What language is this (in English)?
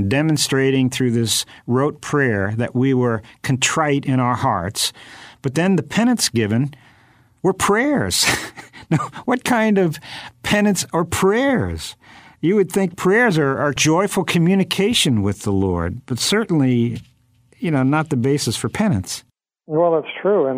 English